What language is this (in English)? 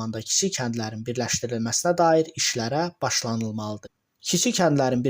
Azerbaijani